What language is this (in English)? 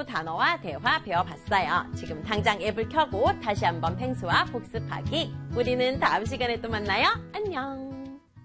Korean